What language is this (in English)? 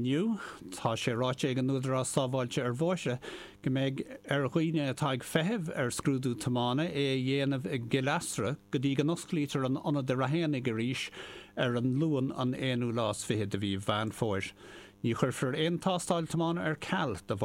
Irish